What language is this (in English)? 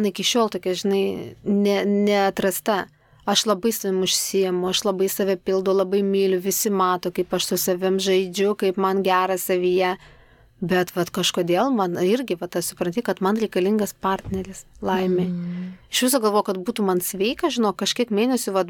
Lithuanian